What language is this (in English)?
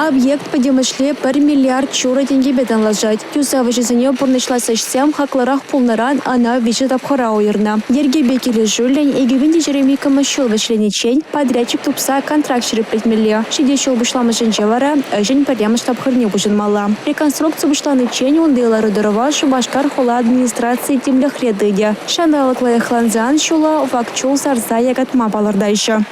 Chuvash